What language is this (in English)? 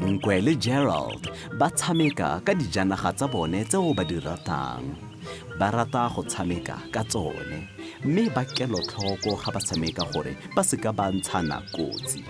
Tswana